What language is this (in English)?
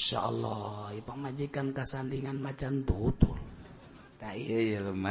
Sundanese